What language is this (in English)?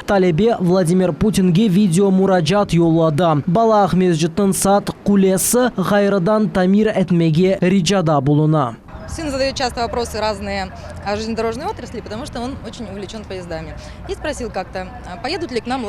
Crimean Tatar